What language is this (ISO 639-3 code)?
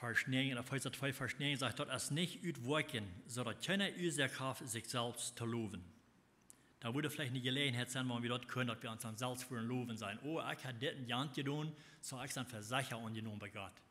pdt